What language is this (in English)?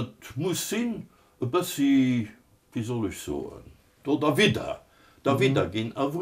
Luxembourgish